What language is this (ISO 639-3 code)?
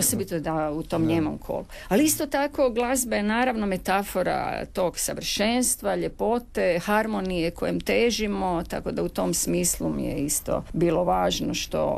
hrv